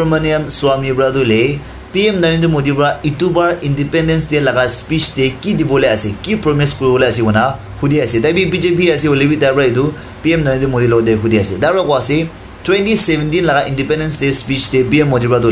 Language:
Naga Pidgin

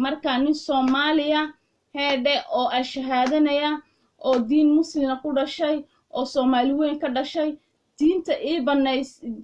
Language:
Somali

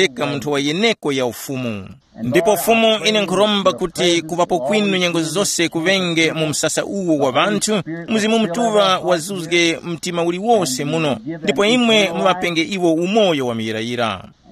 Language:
Tumbuka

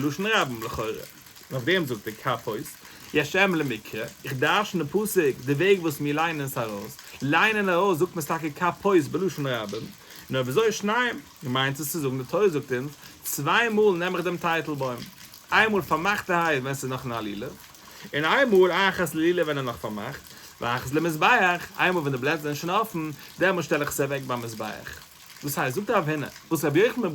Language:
Yiddish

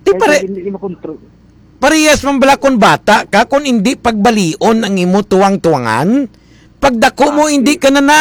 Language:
Hiligaynon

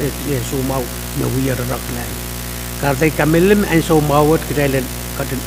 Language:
Pohnpeian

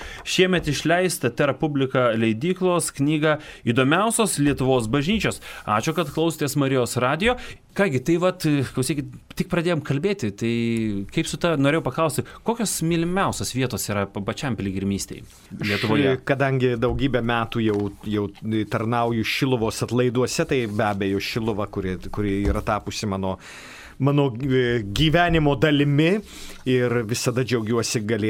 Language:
Lithuanian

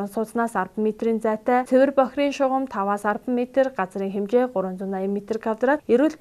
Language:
Mongolian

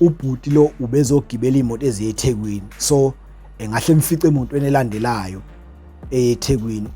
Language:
Zulu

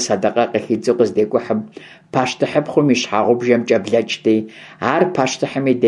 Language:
Kabardian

